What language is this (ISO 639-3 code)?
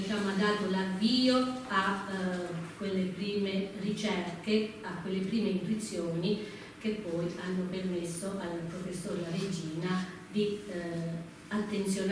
ita